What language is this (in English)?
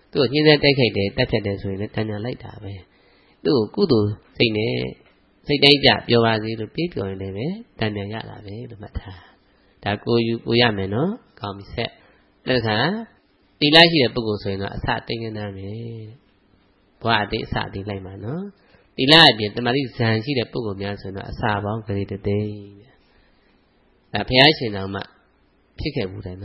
Burmese